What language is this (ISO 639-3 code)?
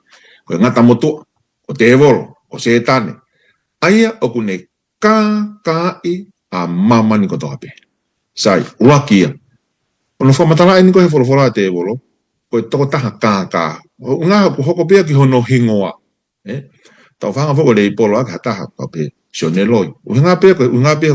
ton